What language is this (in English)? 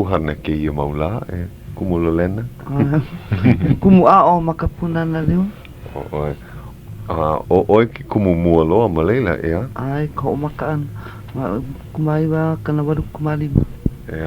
Hawaiian